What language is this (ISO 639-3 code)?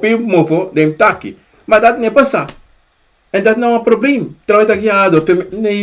srn